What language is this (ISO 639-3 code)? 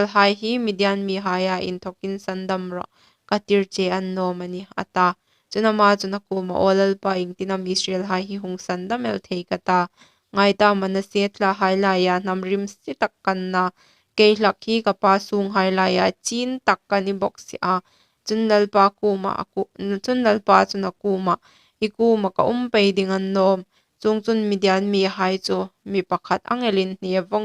hmr